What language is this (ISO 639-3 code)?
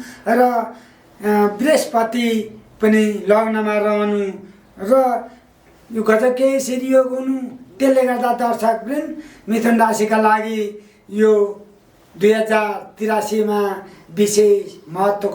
nep